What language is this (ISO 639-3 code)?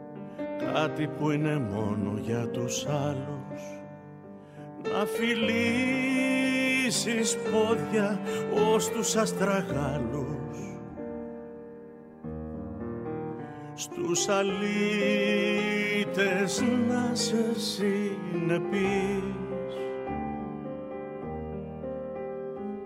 ell